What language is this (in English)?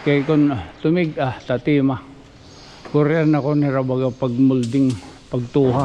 Waray